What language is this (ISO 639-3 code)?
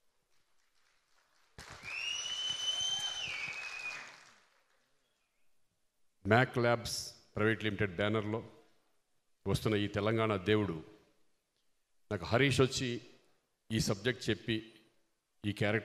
tel